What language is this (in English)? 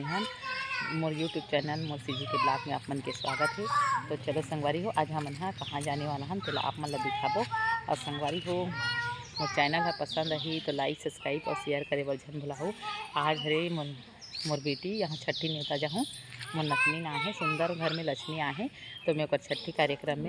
Chhattisgarhi